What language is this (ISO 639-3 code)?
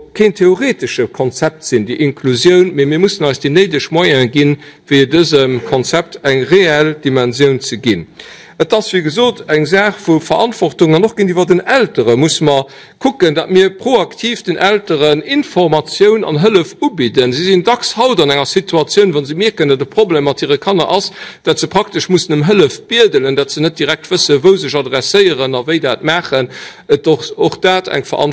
ltz